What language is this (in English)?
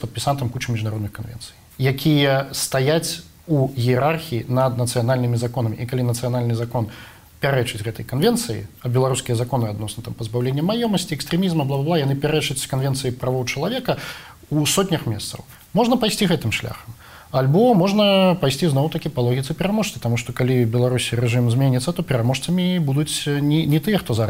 Belarusian